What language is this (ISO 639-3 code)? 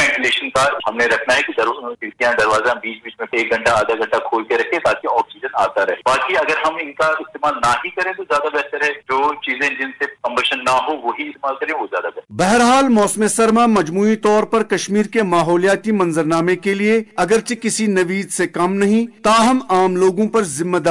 urd